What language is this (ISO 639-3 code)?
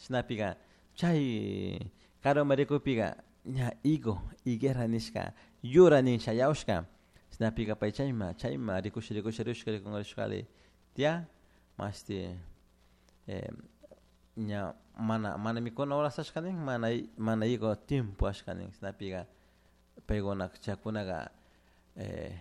qug